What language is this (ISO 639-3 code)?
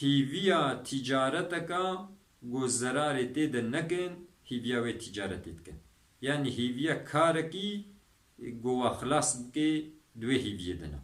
kur